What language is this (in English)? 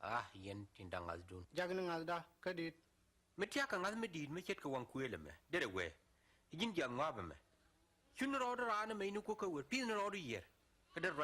Nuer